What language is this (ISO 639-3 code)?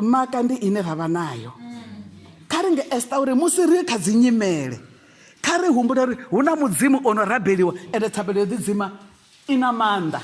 ven